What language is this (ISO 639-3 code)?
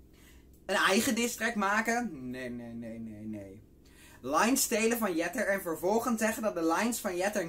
nld